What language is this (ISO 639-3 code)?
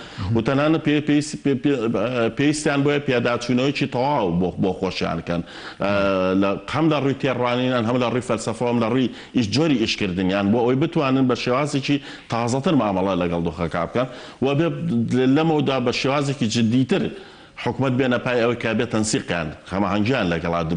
ckb